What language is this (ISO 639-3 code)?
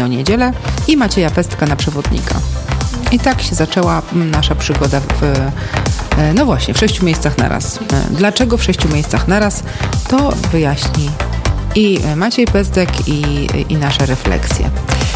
pol